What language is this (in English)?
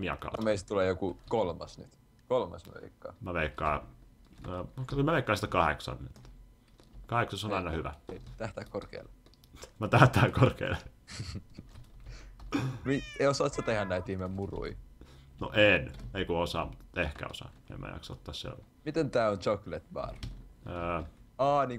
Finnish